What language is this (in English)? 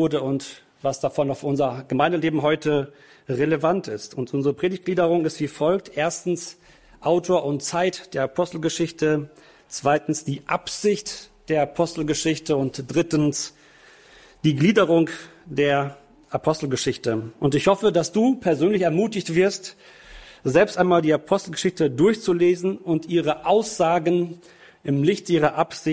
German